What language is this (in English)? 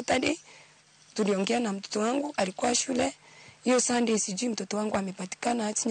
Luo (Kenya and Tanzania)